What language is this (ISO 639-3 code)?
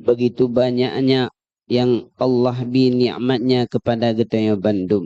ace